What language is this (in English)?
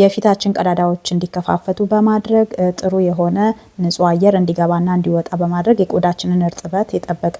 Amharic